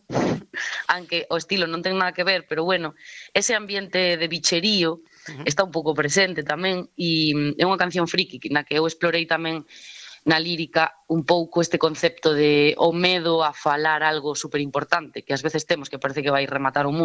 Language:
Galician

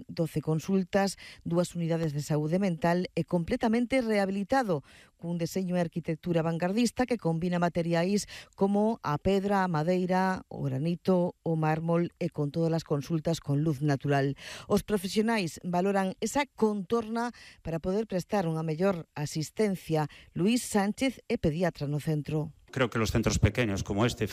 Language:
Galician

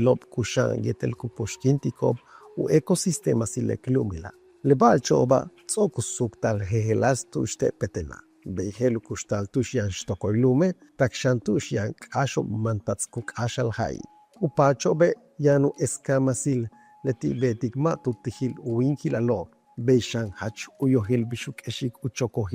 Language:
Yucateco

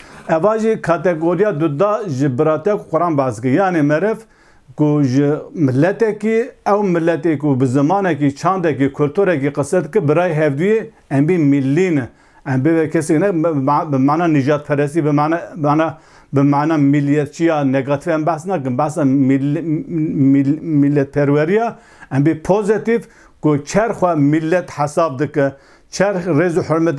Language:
Kurdish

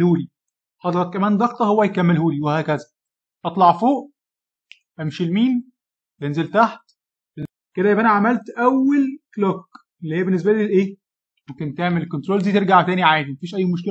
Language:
Egyptian Arabic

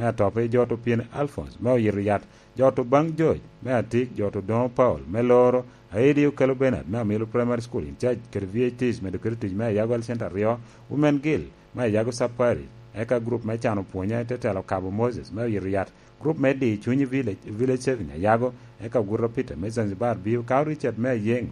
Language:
Lango (Uganda)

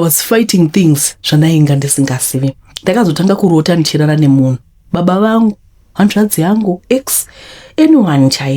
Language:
Shona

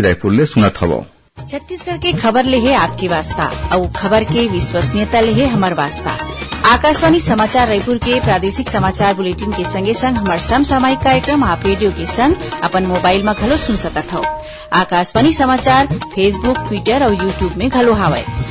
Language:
Chhattisgarhi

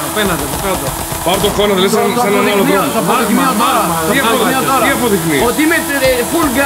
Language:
Greek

